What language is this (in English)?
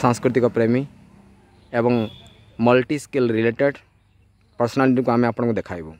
Odia